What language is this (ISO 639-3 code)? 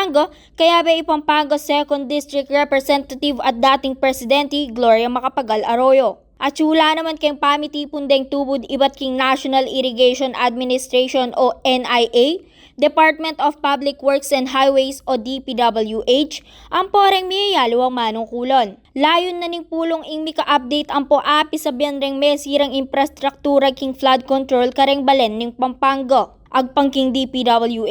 pam